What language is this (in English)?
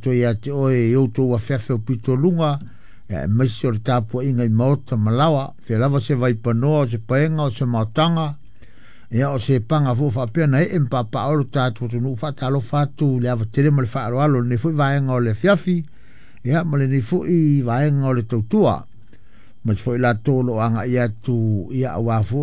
Samoan